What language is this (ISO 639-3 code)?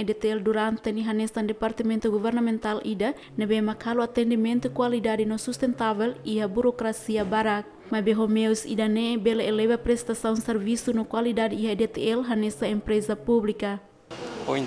tet